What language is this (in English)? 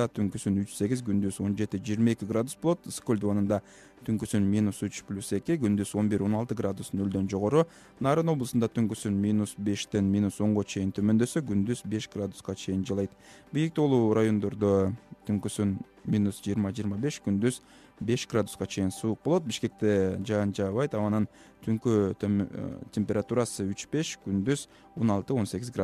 Kyrgyz